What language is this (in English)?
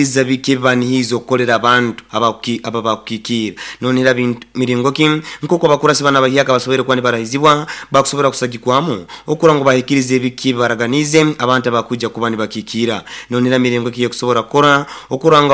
Nyoro